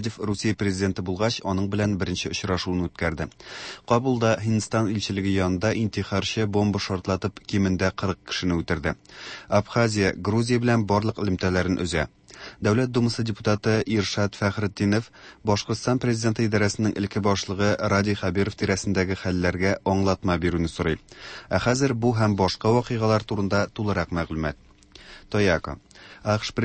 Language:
Tatar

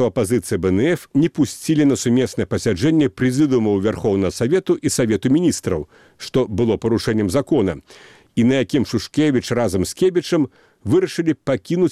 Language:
Belarusian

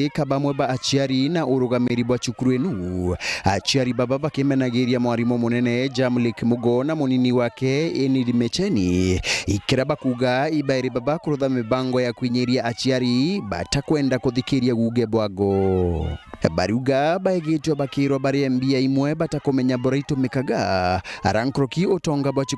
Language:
Meru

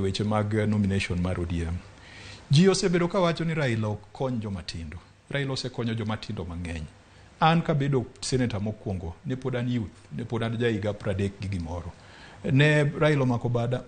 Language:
Luo (Kenya and Tanzania)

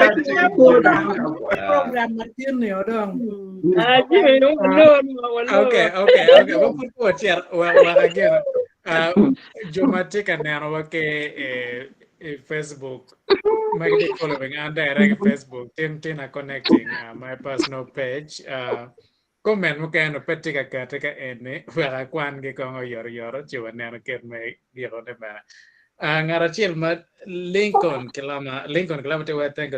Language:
Acoli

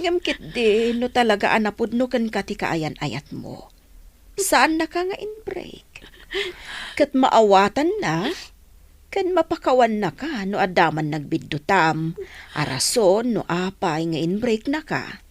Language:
Iloko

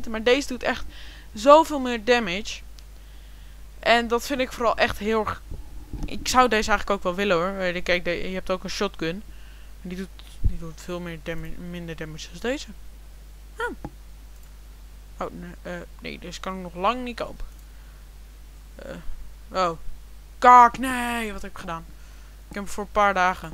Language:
Dutch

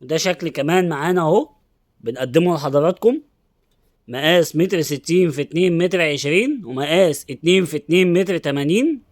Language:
Egyptian Arabic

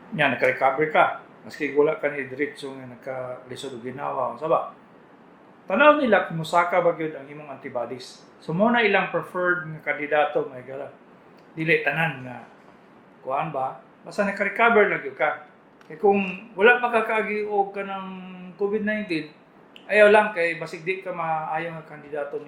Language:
Cebuano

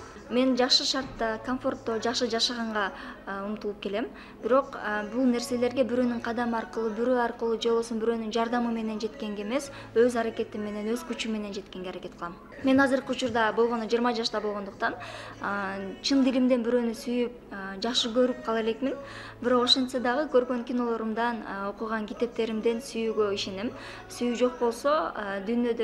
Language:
Kyrgyz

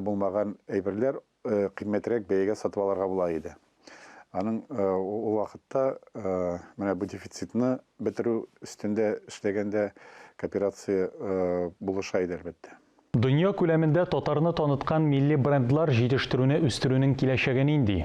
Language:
Tatar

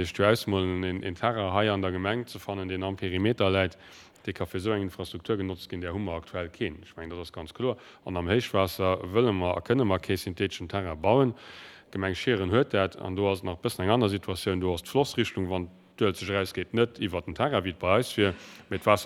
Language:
Luxembourgish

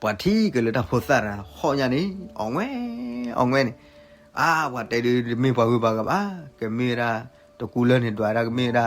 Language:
S'gaw Karen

